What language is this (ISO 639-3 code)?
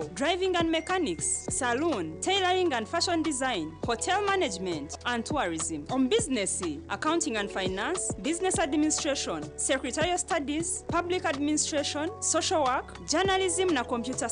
nyn